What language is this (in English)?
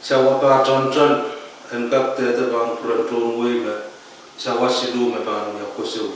Pohnpeian